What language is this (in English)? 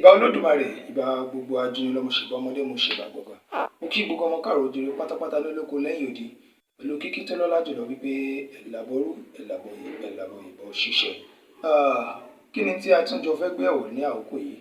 Yoruba